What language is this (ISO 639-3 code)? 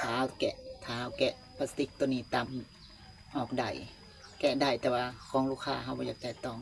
lao